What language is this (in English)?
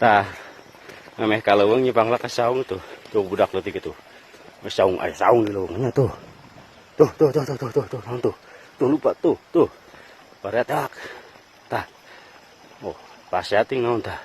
Sundanese